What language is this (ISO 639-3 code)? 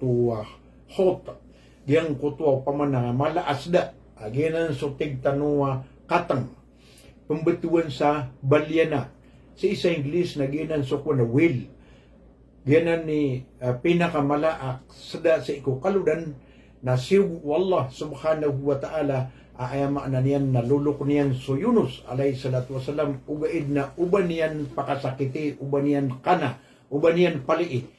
mrw